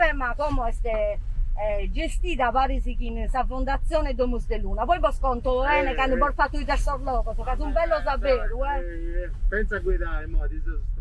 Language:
Sardinian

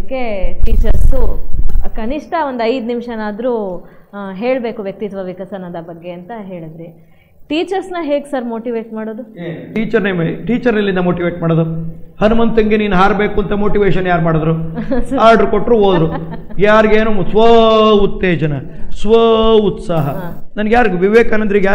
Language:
Kannada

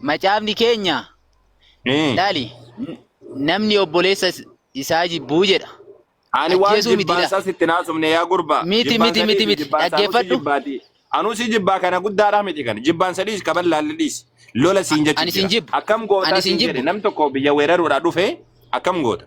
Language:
Oromo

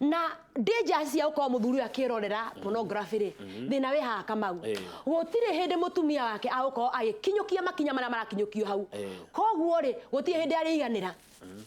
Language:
Kikuyu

